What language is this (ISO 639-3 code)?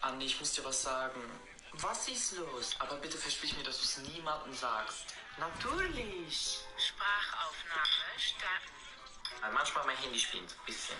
bar